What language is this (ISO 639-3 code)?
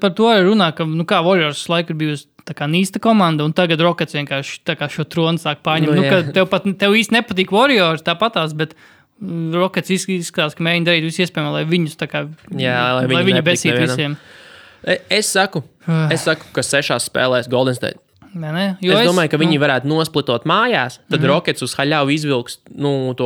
lav